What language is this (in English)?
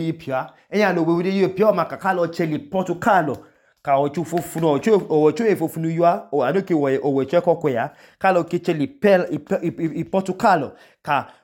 Idoma